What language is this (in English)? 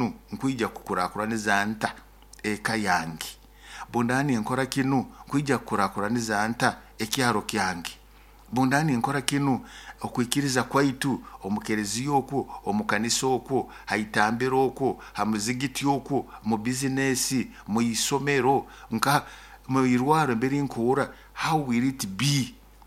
Nyoro